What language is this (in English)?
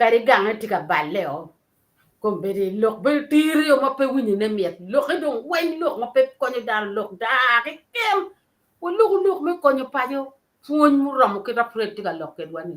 Acoli